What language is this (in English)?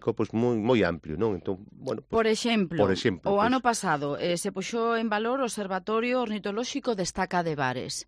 Galician